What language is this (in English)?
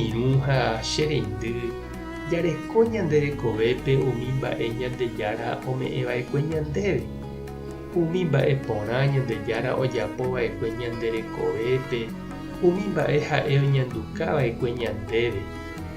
Guarani